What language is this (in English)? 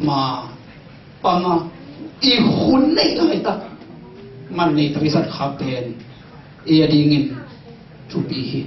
Tedim Chin